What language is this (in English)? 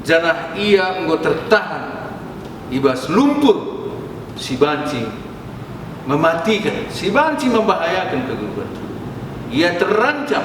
Batak Karo